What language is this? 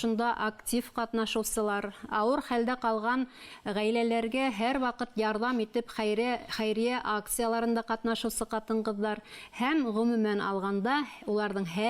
Bashkir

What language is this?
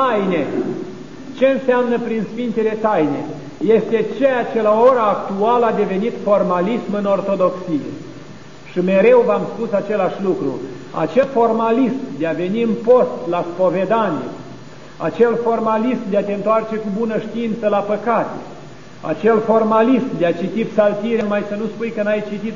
Romanian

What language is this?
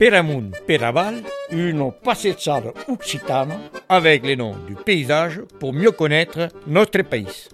Catalan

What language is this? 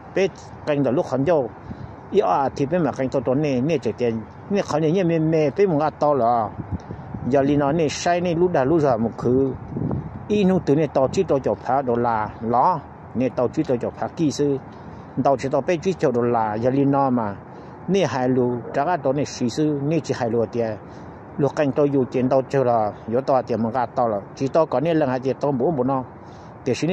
Hmong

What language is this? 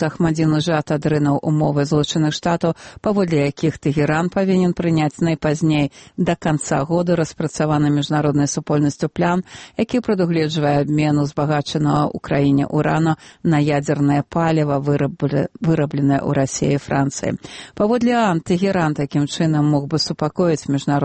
Belarusian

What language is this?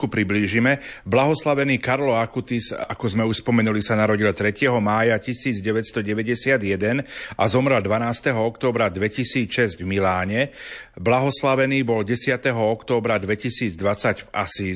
Slovak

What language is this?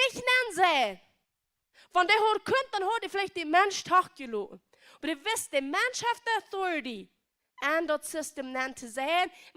Plautdietsch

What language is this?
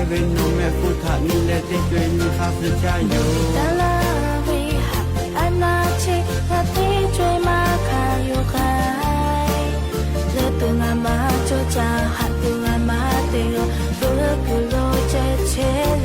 Lahu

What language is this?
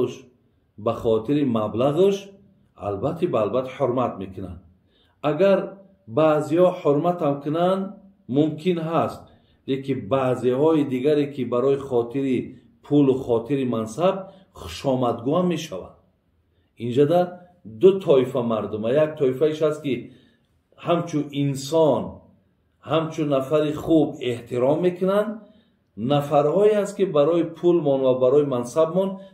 Tajik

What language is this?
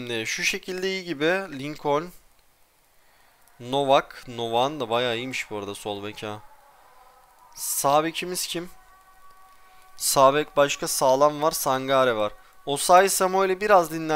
Turkish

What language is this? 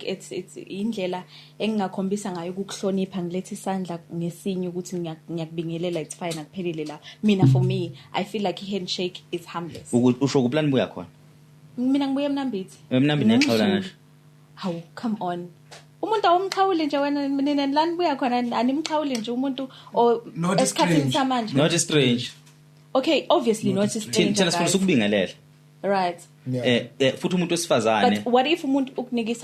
Zulu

